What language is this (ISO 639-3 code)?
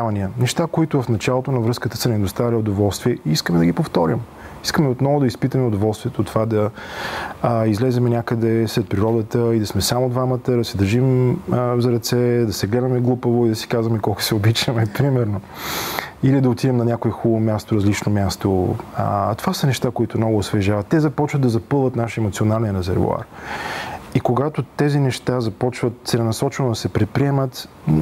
bul